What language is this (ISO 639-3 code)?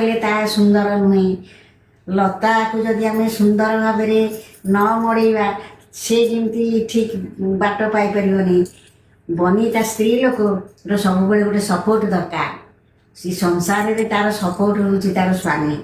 ori